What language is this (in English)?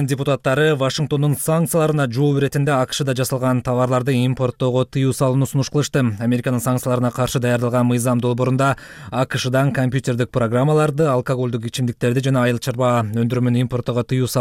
Kyrgyz